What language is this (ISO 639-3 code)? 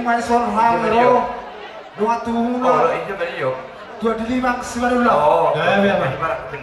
bbc